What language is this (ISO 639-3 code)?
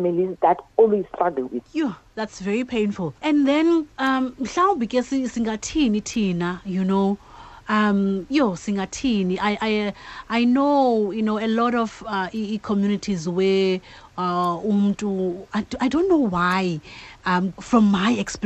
xho